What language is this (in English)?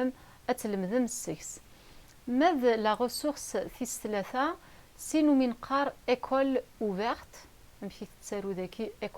Kabyle